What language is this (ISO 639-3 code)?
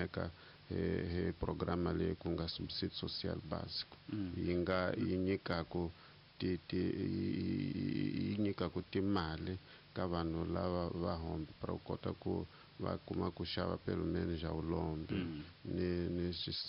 tso